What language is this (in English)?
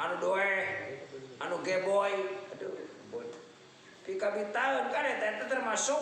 Sundanese